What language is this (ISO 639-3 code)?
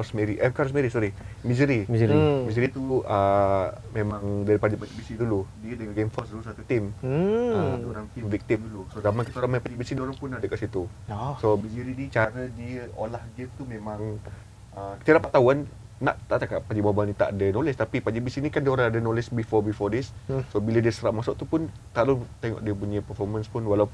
msa